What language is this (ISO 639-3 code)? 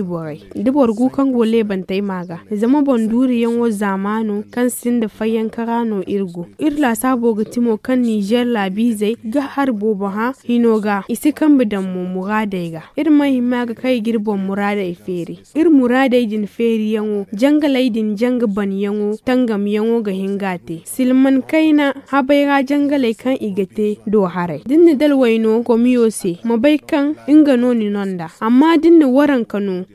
dje